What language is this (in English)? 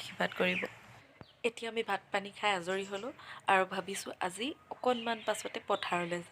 Assamese